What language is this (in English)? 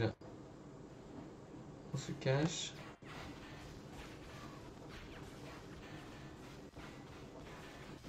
French